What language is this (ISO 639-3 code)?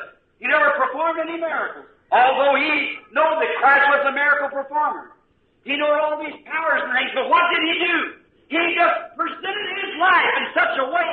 bem